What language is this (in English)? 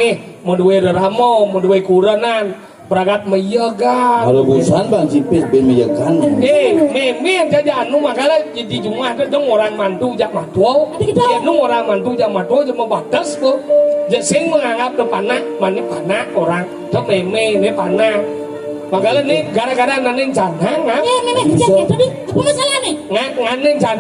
Balinese